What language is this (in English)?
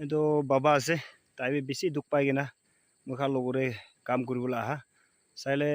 Naga Pidgin